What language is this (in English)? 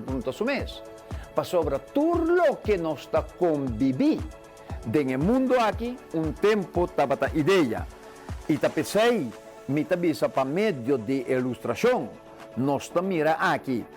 Papiamento